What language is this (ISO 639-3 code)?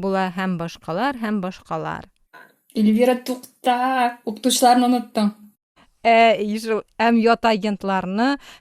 tat